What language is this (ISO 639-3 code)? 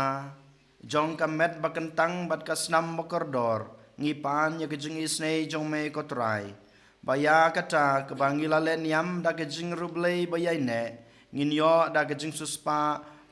kha